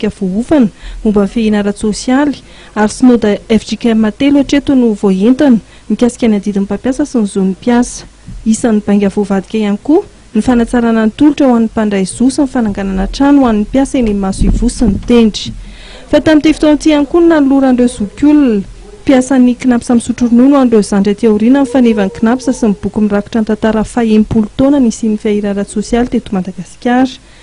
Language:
Malagasy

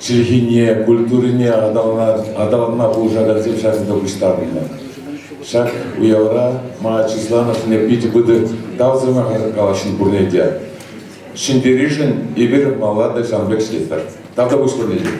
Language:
Chuvash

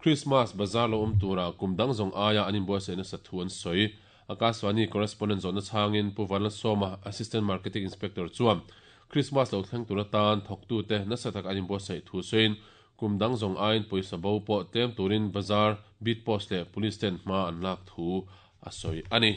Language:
Mizo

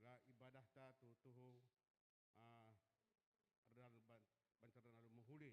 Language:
Batak Karo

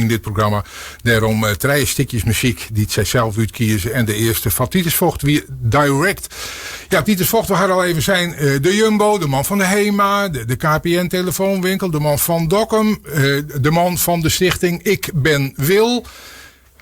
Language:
Western Frisian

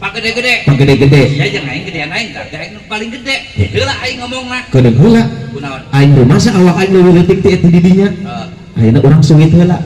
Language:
Sundanese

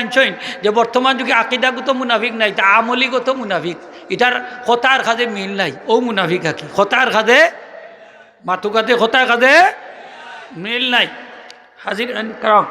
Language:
Sylheti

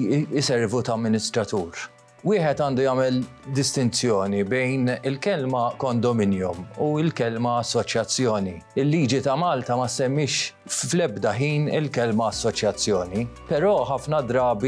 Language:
Maltese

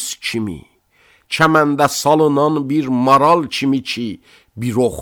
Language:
Azerbaijani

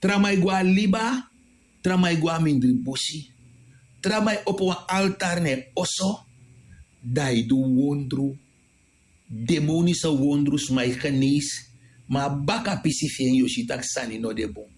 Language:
Sranan Tongo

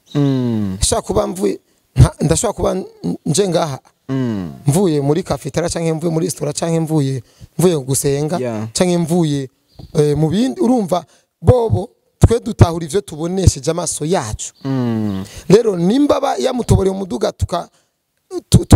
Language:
Rundi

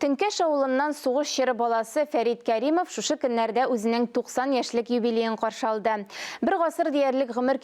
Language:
Tatar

